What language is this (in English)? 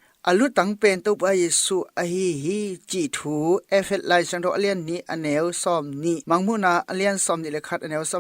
Tedim Chin